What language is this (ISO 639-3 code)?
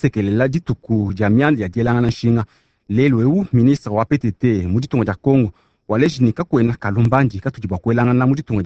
lua